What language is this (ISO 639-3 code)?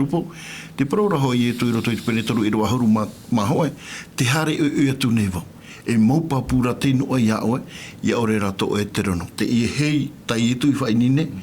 tah